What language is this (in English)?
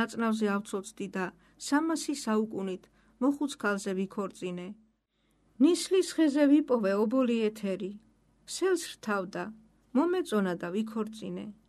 Georgian